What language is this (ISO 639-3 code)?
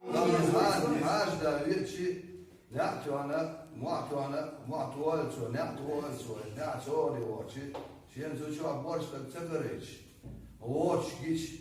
che